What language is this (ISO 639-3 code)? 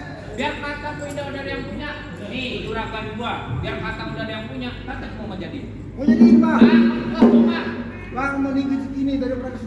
bew